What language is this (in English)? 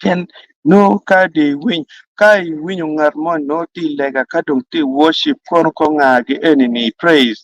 Acoli